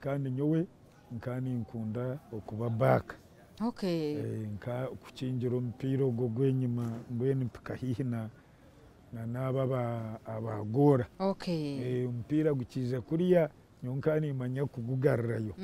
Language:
Nyankole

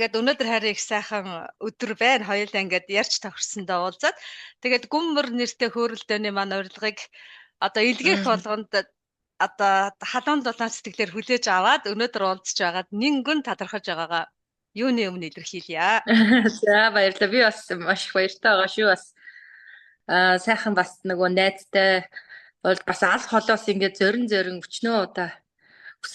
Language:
Mongolian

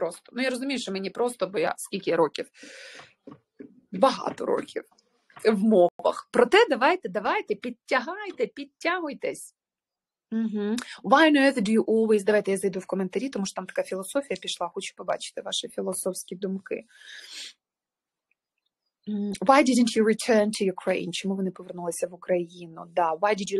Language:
Ukrainian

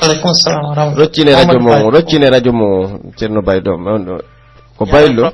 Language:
Pular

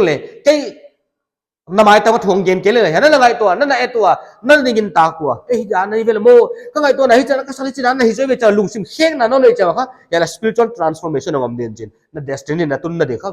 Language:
Paite Chin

